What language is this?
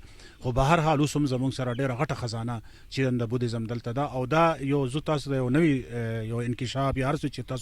Pashto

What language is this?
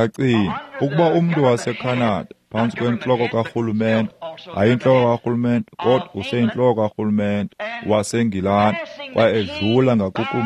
Xhosa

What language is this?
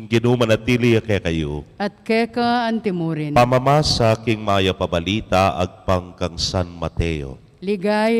Pampanga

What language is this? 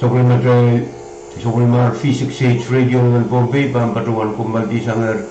Pohnpeian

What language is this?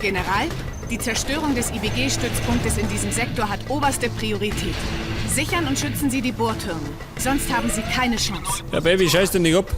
Bavarian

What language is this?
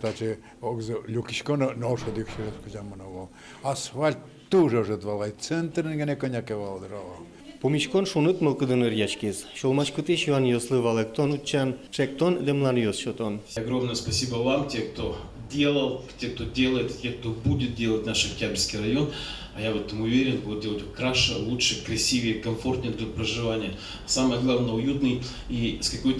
Udmurt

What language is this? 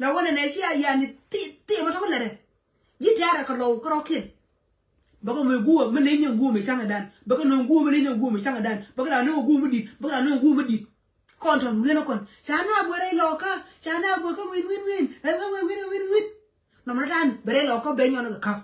Nuer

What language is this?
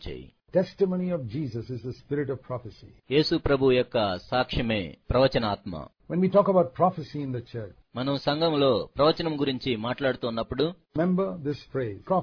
Telugu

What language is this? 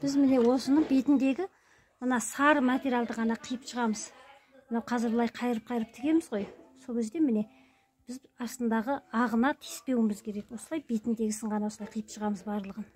Kazakh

